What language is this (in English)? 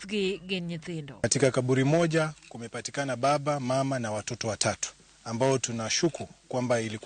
Luo (Kenya and Tanzania)